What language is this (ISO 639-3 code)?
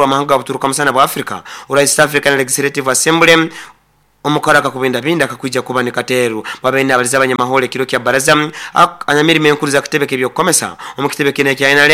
nyo